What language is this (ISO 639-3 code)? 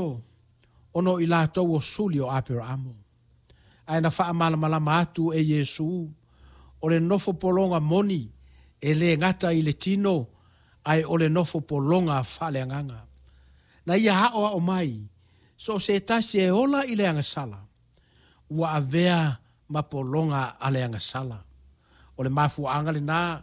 smo